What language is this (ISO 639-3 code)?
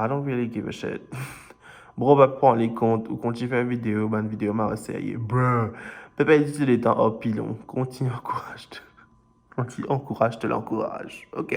mfe